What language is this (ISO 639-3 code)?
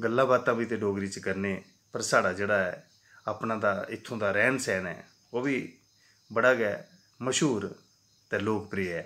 doi